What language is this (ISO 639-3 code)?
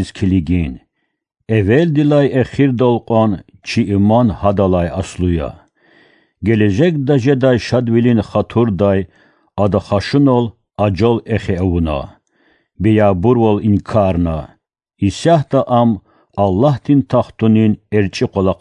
lez